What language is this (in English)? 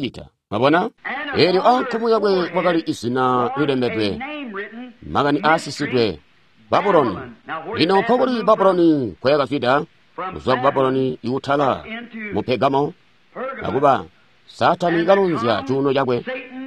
Tonga (Zambia)